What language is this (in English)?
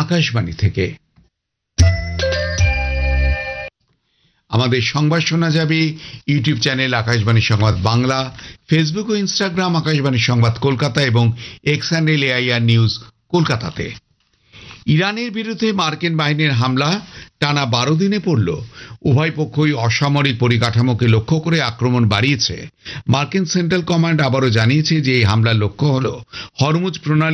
Bangla